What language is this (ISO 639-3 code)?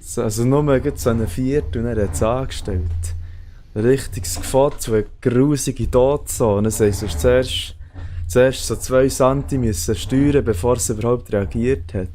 gsw